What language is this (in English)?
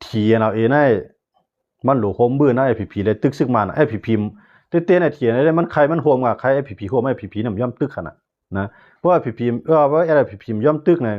Shan